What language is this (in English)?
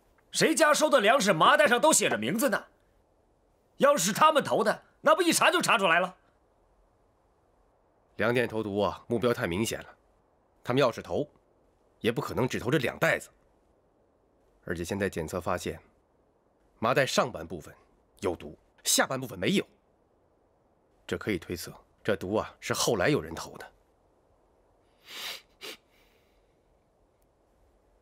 Chinese